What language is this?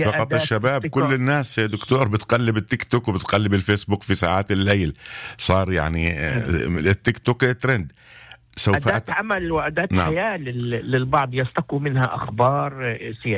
North Levantine Arabic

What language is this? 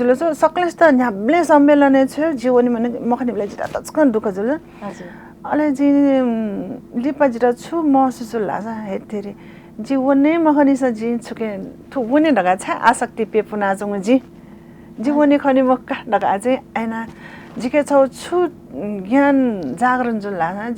Newari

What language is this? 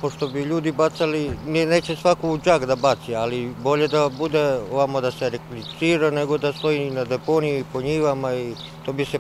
Serbian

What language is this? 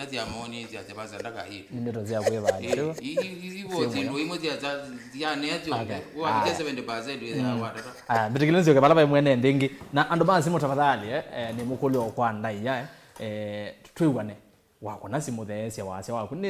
Kamba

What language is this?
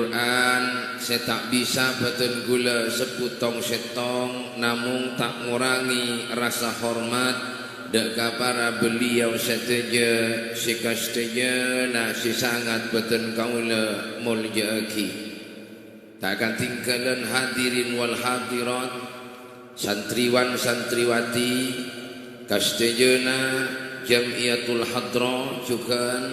Madurese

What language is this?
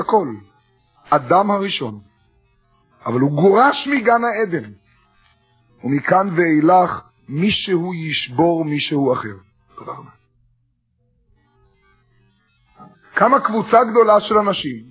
Hebrew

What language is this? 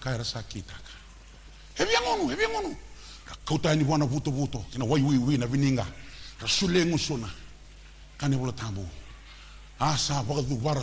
Fijian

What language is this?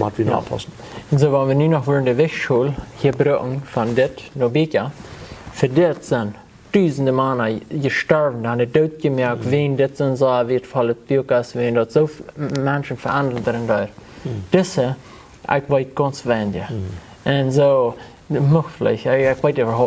Plautdietsch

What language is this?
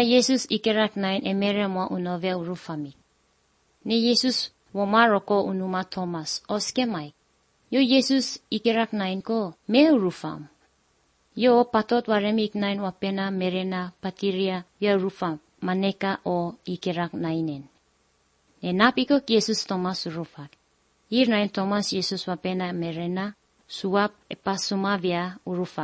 Basque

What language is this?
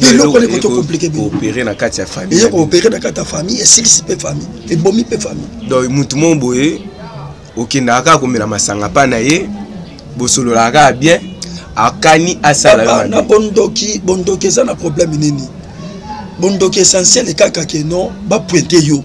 Lingala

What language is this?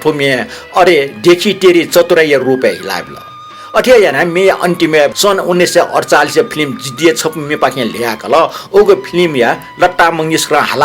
Newari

